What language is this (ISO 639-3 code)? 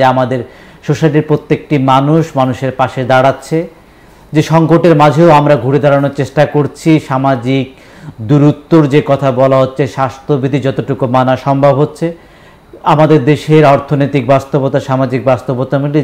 ben